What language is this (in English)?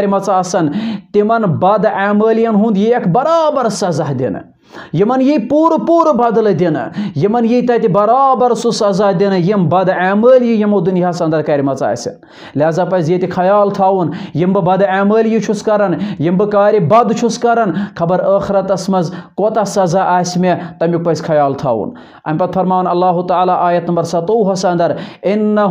Kashmiri